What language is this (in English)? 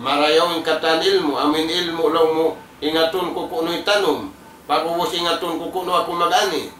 Tausug